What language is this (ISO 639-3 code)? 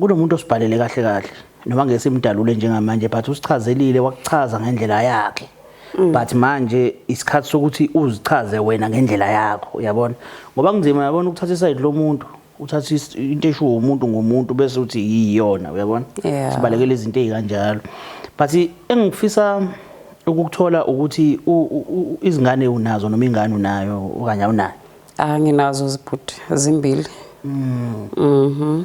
zul